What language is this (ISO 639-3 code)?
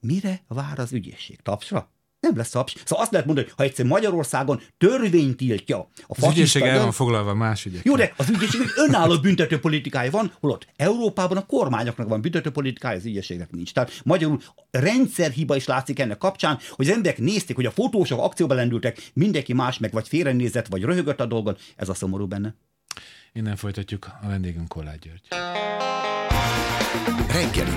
hun